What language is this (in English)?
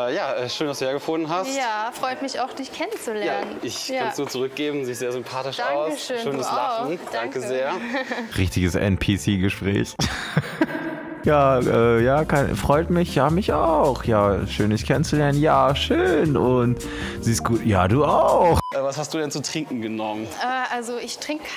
German